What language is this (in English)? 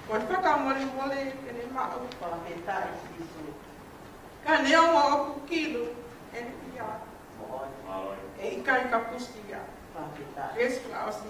Tongan